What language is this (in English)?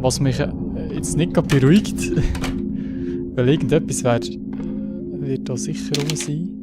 Swiss German